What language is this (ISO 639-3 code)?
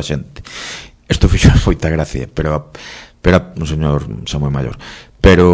glg